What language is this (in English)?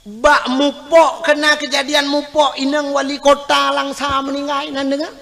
Achinese